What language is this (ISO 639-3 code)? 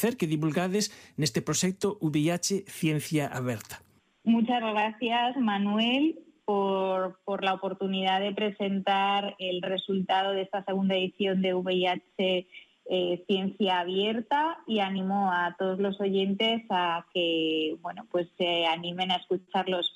glg